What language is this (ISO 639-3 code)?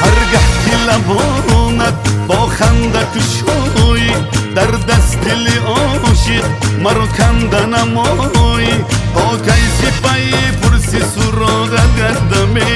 tgk